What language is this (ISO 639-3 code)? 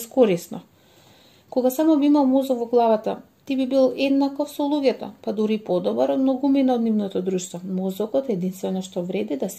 mkd